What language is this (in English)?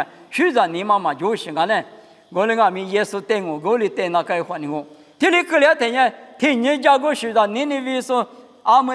Lisu